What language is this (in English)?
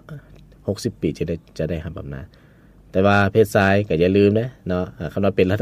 Lao